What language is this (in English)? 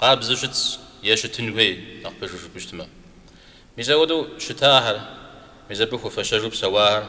Kabardian